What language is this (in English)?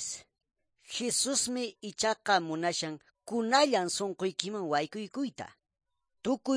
Quechua